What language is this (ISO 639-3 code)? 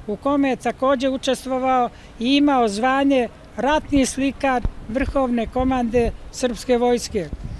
srp